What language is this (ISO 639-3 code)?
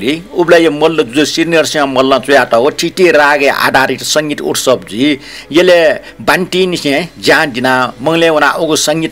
new